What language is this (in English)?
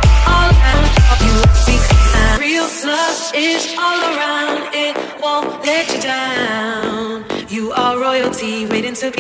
Danish